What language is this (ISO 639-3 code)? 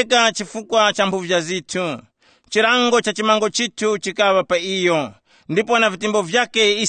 tum